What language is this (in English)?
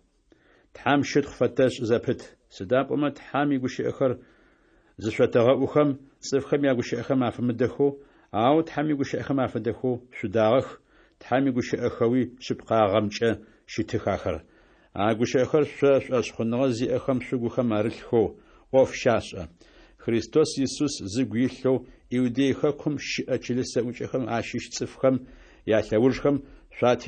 Adyghe